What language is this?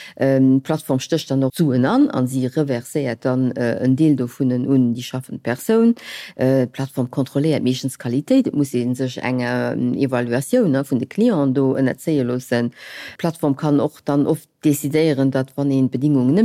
Luxembourgish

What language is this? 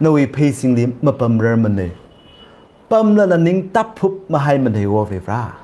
Tangkhul Naga (India)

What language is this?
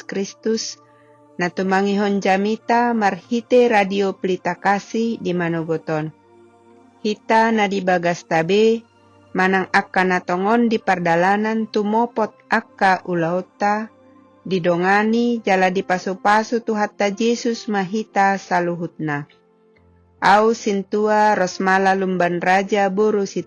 Batak Toba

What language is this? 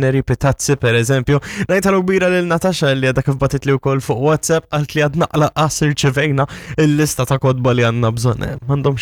Maltese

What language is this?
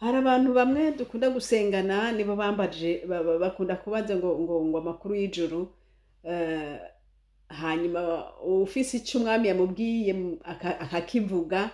Rundi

